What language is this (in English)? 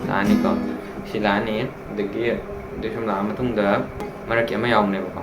Manipuri